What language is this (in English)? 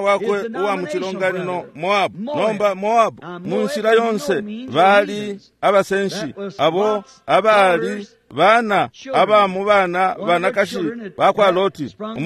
Bemba